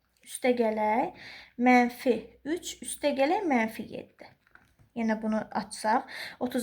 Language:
Azerbaijani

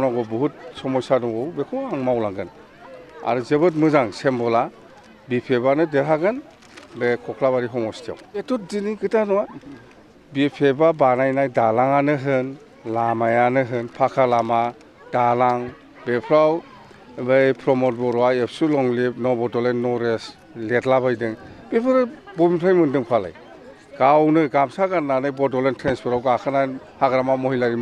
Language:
Bodo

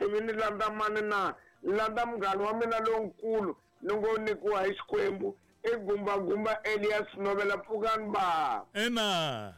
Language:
Tsonga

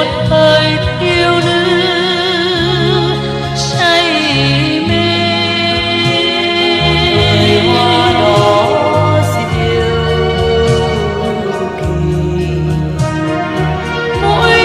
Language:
Vietnamese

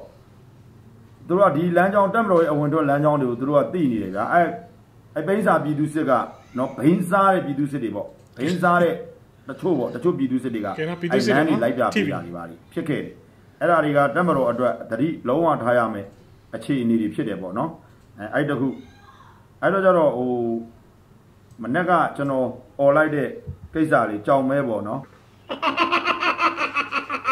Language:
Burmese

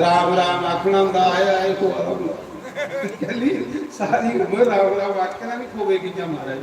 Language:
Dogri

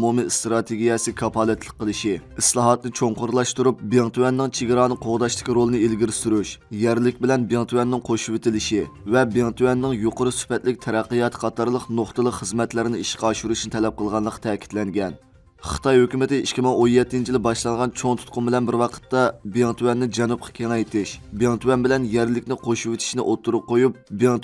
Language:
Uyghur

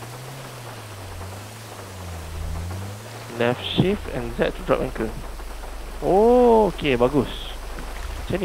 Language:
Malay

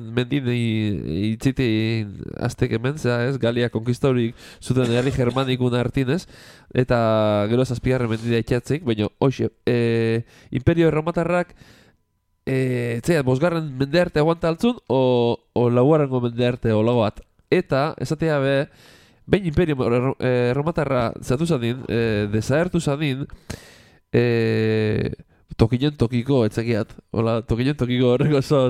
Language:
Basque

